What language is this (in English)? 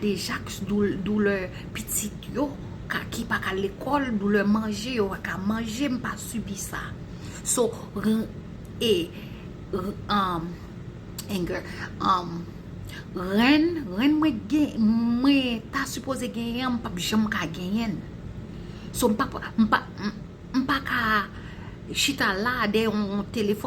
Haitian Creole